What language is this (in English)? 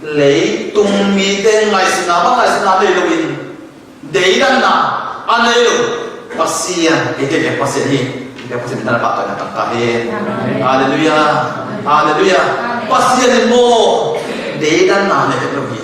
Tedim Chin